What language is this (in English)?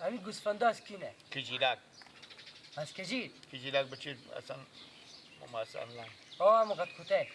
Persian